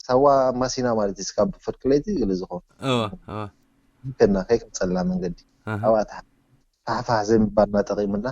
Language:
Tigrinya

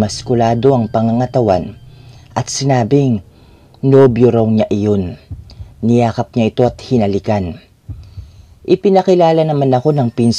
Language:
Filipino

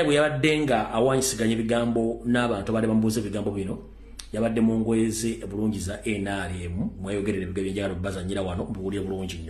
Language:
Ganda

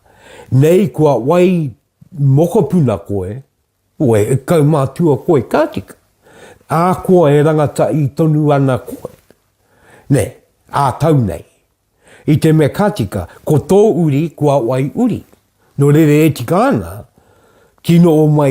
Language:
Māori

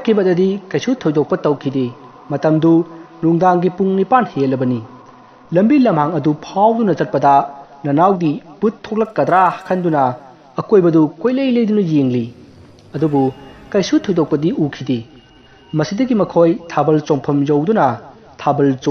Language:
Manipuri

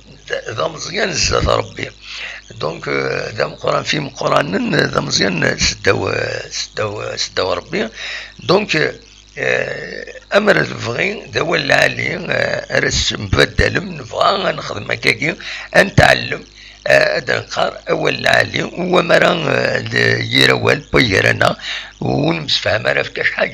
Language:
Kabyle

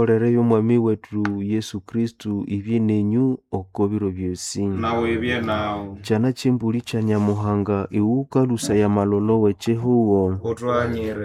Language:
Nande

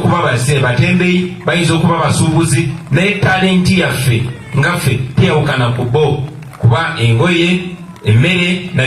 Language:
Ganda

